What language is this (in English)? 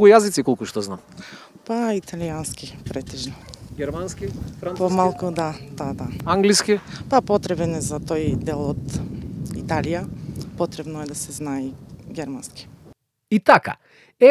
Macedonian